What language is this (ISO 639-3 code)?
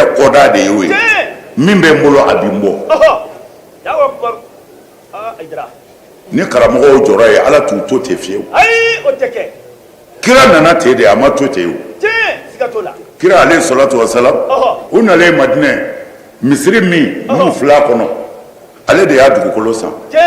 bam